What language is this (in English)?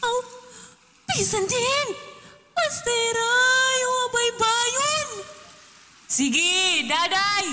Waray